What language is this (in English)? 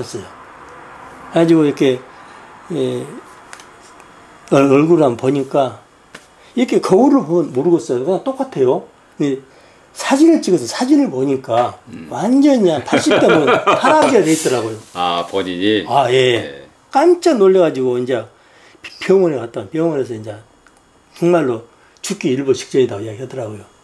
Korean